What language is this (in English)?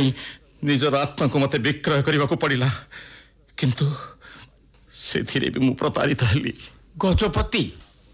Odia